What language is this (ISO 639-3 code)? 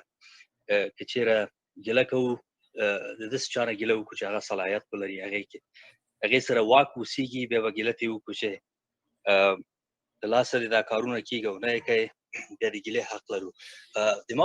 pus